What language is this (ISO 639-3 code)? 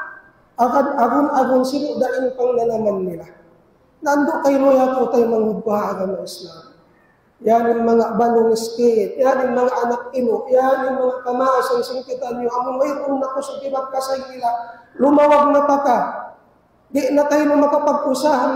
tsg